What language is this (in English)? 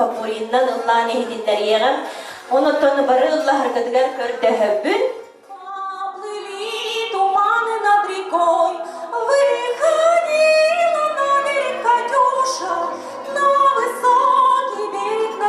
Yakut